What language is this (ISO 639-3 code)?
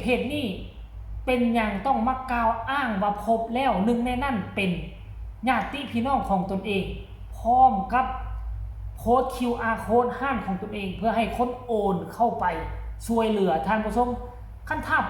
lao